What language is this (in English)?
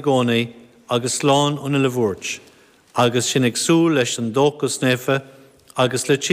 Irish